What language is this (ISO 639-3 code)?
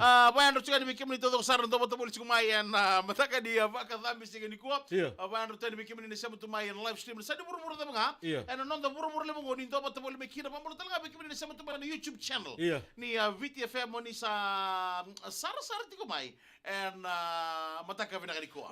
fij